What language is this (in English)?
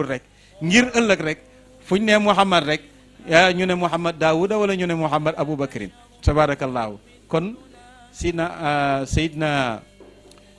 Wolof